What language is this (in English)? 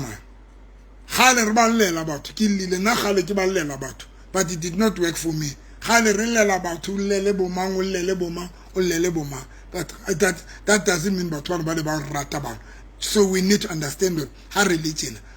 Southern Sotho